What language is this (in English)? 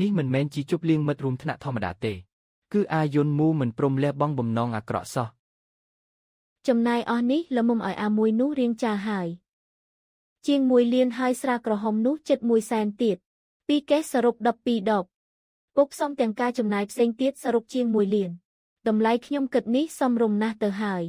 Khmer